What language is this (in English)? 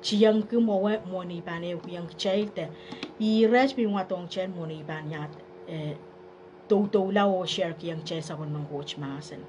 Pohnpeian